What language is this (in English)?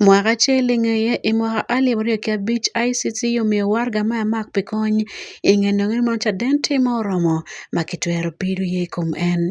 Acoli